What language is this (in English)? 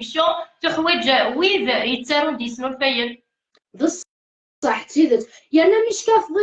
Kabyle